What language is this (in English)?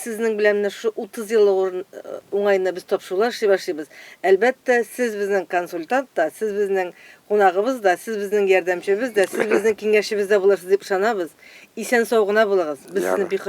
Tatar